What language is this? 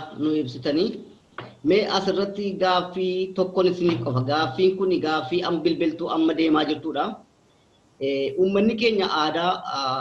Oromo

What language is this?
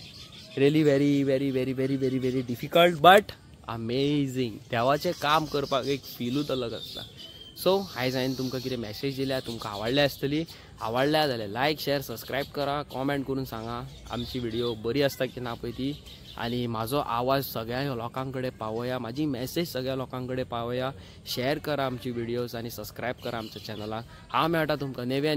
Konkani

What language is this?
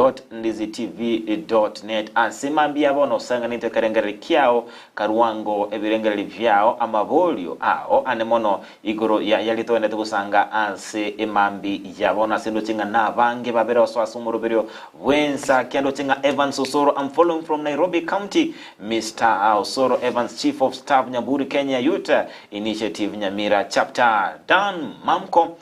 Gusii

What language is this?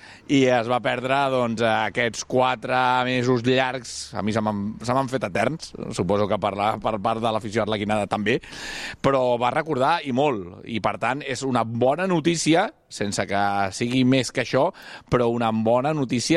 Catalan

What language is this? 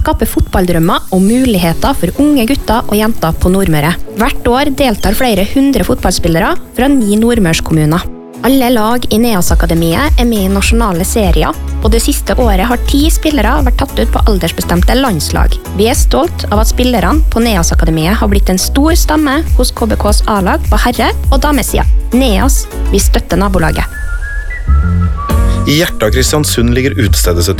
Norwegian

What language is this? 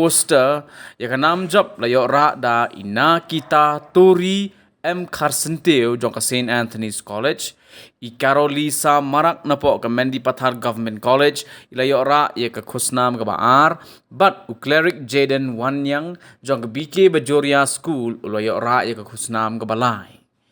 Khasi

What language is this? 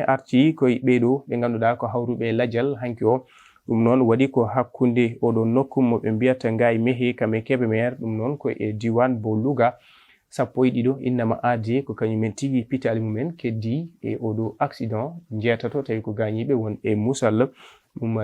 Fula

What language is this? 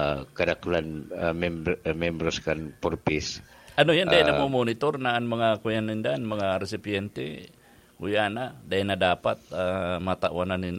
Bikol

